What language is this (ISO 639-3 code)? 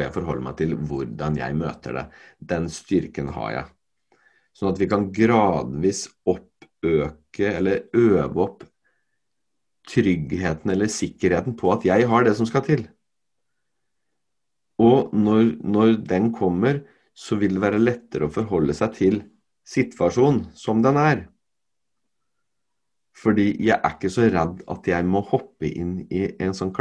nor